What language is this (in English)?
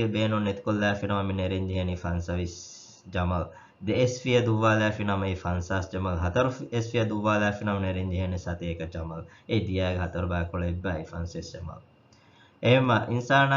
Divehi